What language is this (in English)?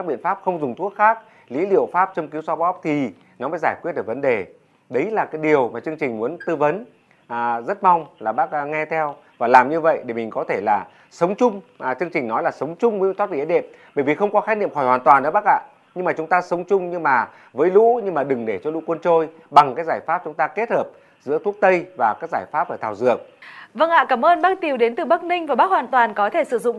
Vietnamese